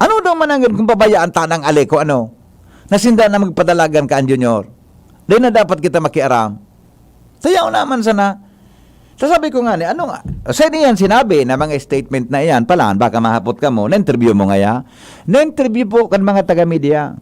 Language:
Bikol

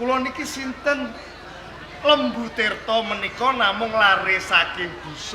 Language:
Javanese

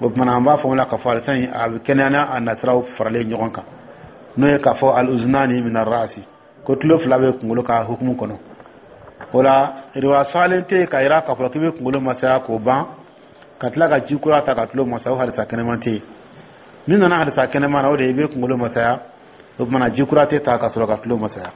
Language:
Dyula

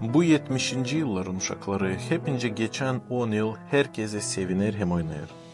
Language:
Gagauz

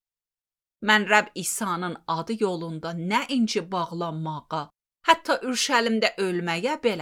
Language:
Azerbaijani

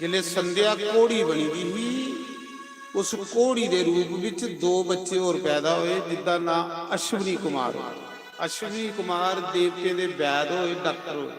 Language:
Dogri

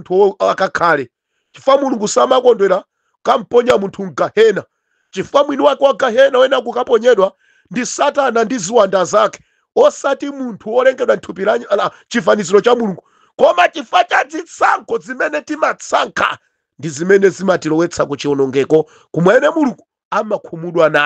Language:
Nyanja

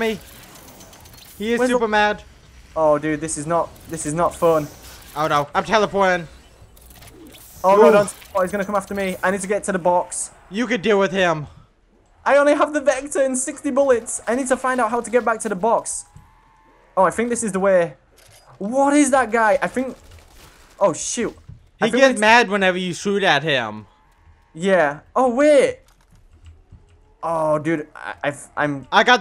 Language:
English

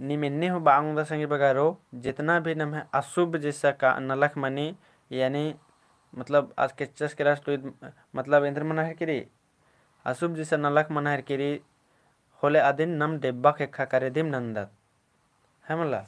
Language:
Kurukh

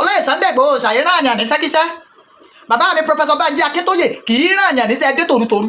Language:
Yoruba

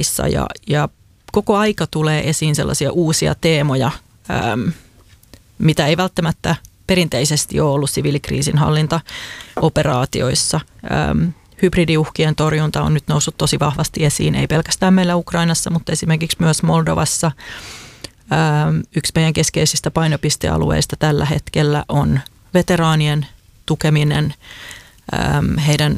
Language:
Finnish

